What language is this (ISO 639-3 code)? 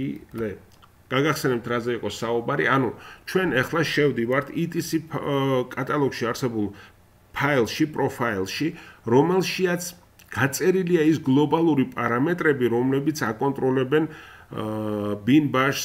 kat